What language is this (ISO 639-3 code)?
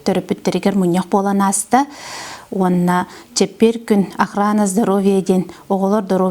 sah